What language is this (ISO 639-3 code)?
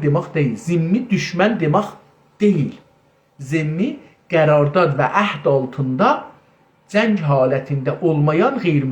azb